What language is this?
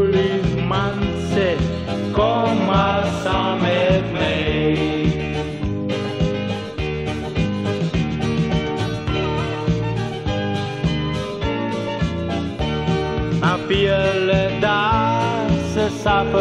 Afrikaans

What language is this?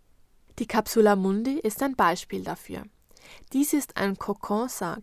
German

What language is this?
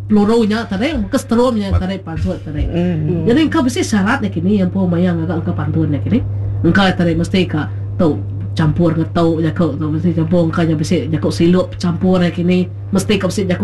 Iban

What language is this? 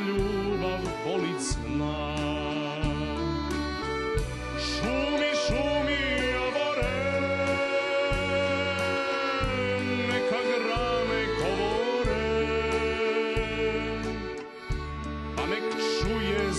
Serbian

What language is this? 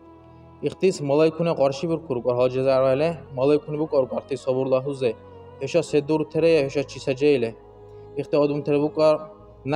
Dargwa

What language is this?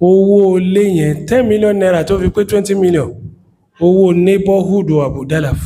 Yoruba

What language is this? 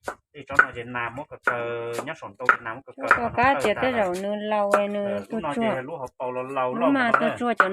Hmong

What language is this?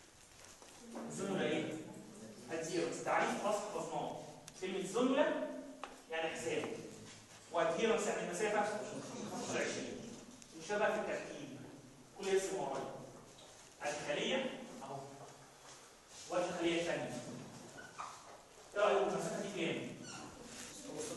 Egyptian Arabic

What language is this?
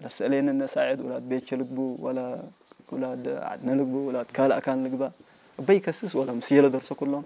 Tigrinya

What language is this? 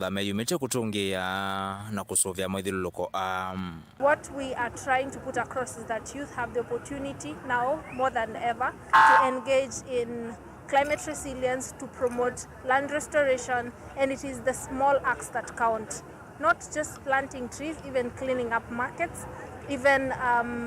Kamba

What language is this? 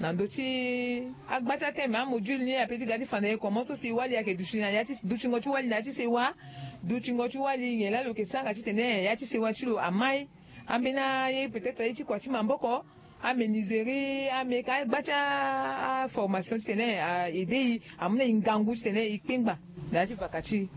Sango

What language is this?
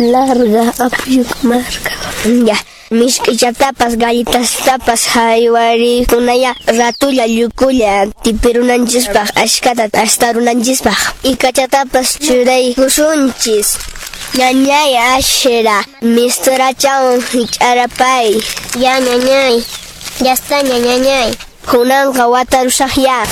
Quechua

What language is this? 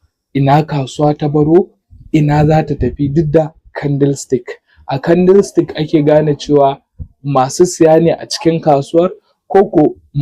Hausa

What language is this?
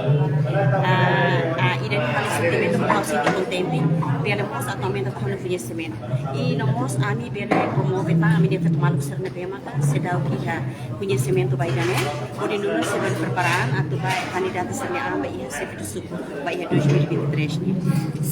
Tetum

